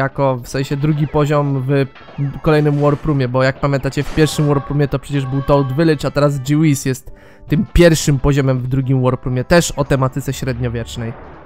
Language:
Polish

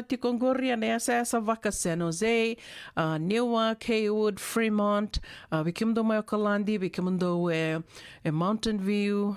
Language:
Fijian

